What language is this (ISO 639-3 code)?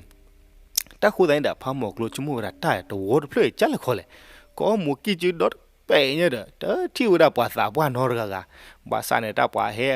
ksw